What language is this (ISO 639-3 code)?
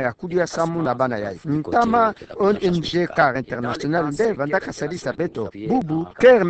ktu